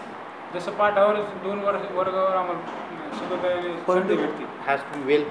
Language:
Marathi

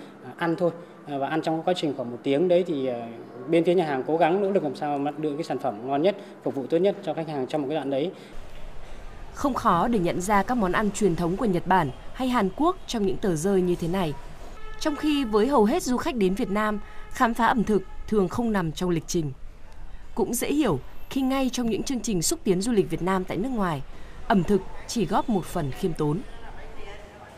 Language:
Vietnamese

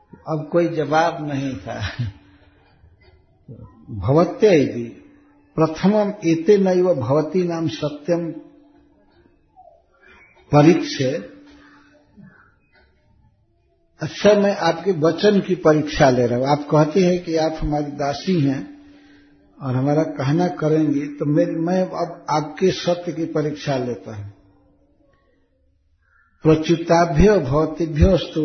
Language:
Hindi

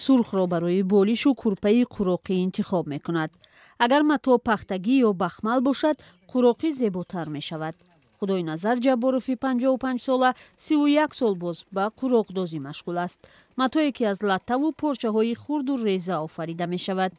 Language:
Tajik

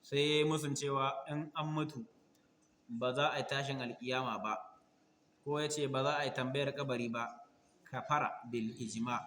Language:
Hausa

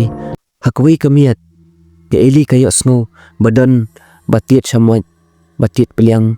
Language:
Khasi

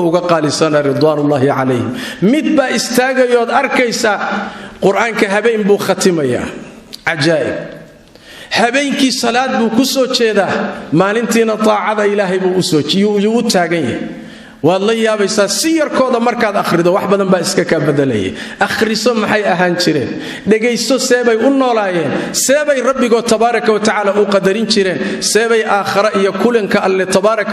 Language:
Somali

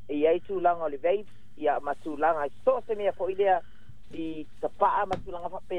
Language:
Samoan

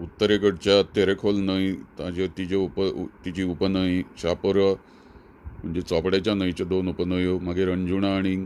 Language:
Konkani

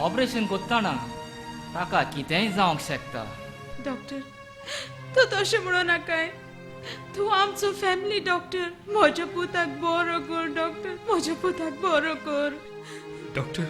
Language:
Konkani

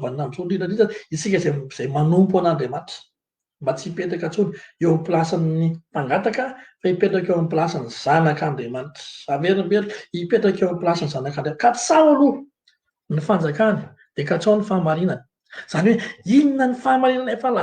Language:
Malagasy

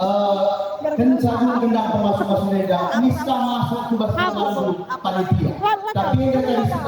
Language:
Batak Karo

